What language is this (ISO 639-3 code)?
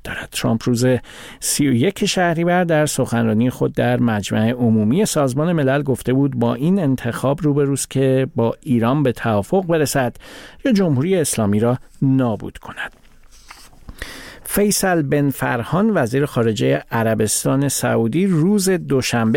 fas